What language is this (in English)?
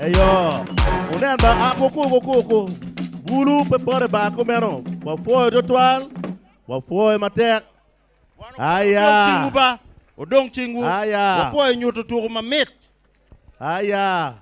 Acoli